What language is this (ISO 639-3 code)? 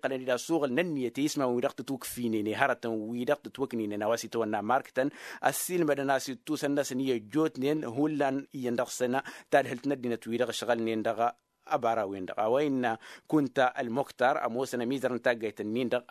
taq